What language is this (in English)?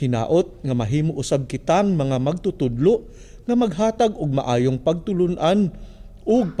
Cebuano